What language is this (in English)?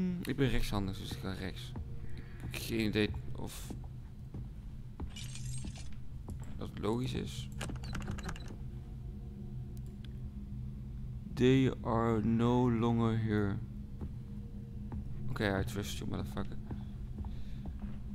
Dutch